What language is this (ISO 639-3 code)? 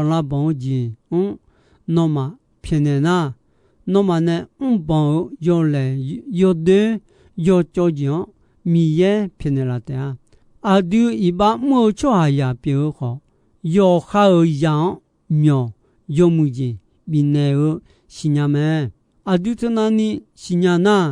ahk